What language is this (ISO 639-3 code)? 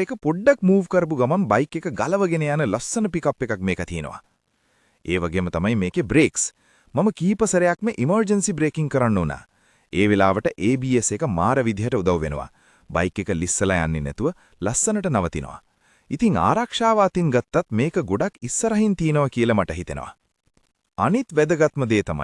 sin